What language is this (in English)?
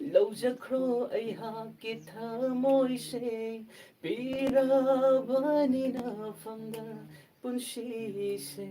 Manipuri